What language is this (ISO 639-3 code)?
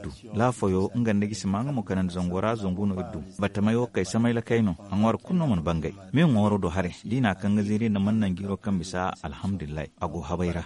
dje